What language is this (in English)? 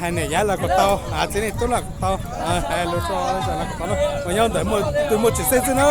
Hmong